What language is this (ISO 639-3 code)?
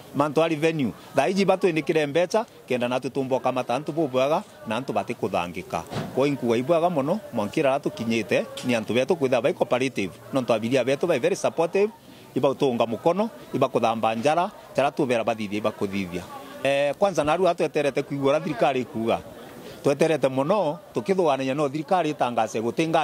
mer